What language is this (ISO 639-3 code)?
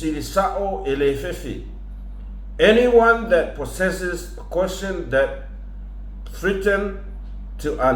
smo